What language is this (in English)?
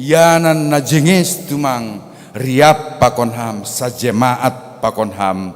Batak Simalungun